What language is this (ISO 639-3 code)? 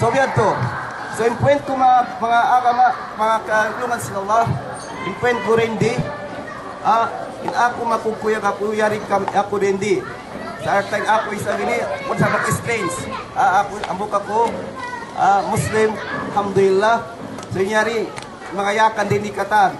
yka